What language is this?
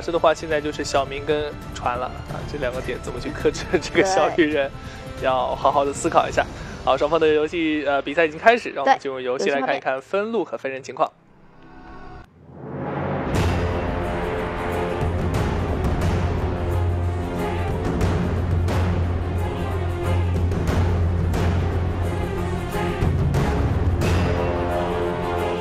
Chinese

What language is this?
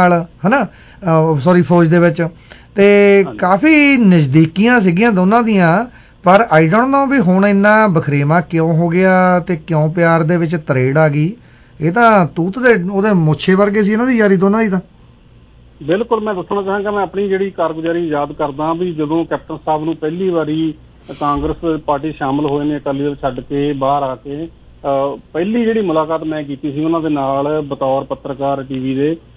Punjabi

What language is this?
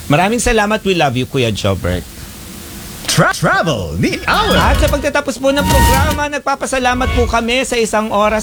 Filipino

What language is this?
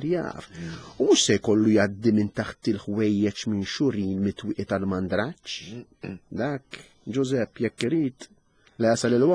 Maltese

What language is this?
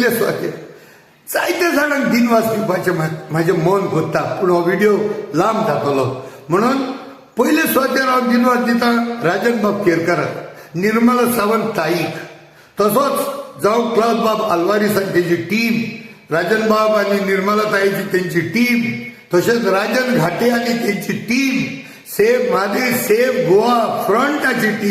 Konkani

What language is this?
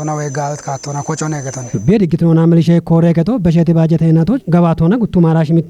Kafa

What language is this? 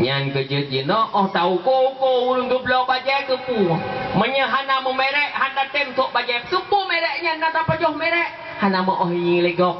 Achinese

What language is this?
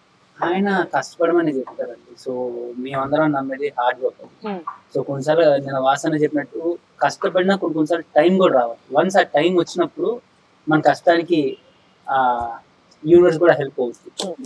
Telugu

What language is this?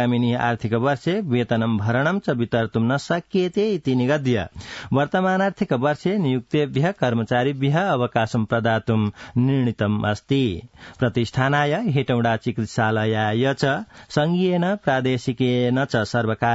Sanskrit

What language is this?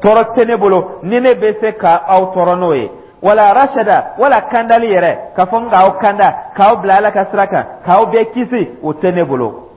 Dyula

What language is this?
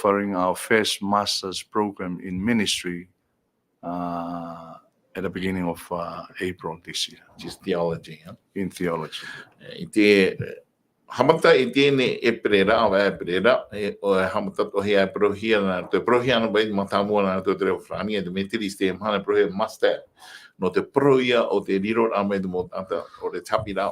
Tahitian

